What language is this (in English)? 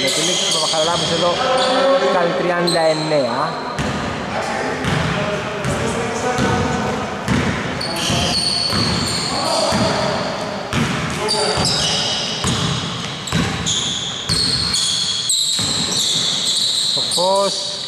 Greek